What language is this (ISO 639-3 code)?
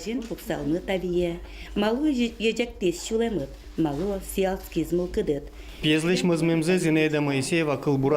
udm